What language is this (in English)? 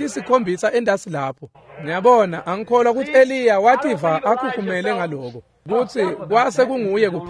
Swati